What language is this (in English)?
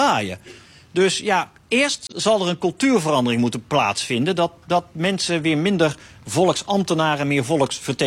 Dutch